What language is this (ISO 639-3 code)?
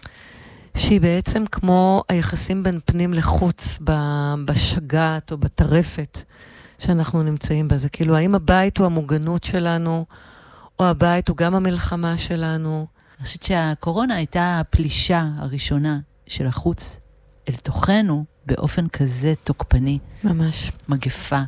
heb